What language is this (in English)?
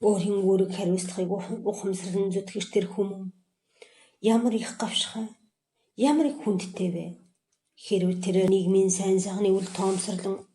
Mongolian